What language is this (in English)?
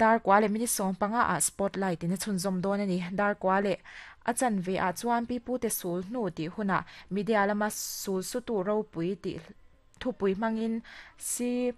Mizo